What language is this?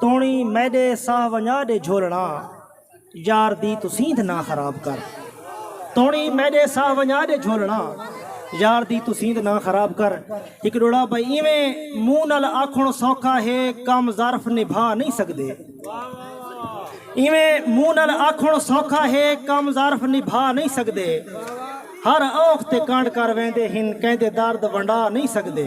Saraiki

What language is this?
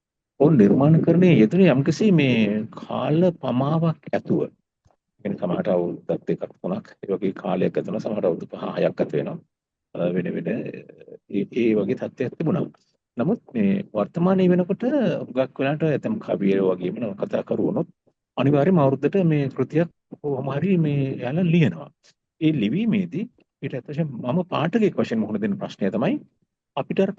Sinhala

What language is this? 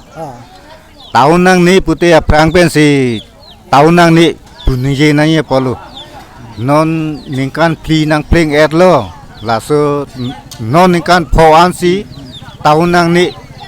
Karbi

